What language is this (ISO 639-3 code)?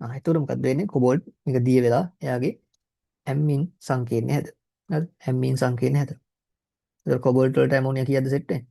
sin